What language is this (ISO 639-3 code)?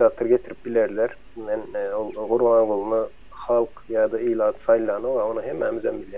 tuk